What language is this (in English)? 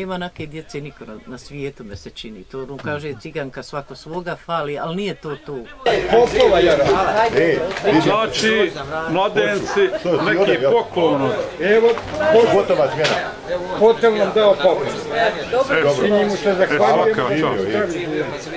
Bosnian